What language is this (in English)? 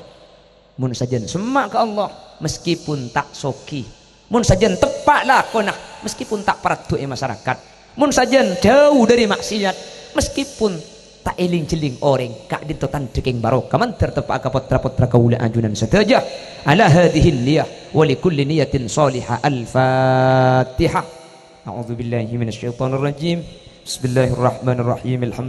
Madurese